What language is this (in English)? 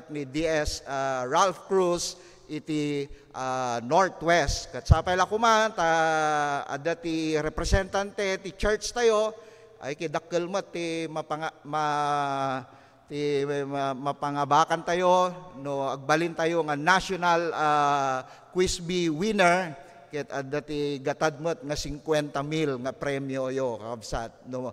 Iloko